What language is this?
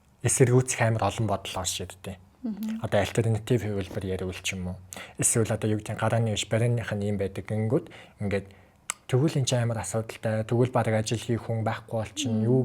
Mongolian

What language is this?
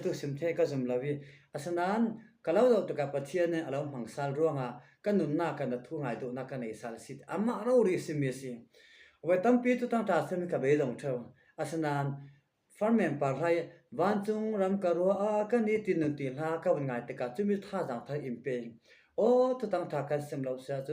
Falam Chin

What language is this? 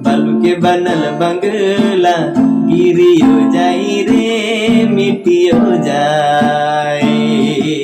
Sadri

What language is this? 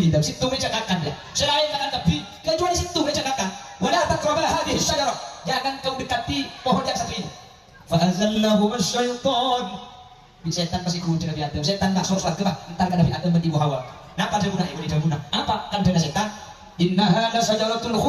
Madurese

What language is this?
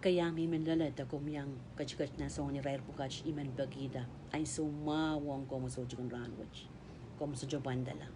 Pohnpeian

